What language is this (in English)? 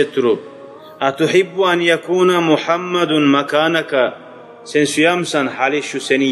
Kumyk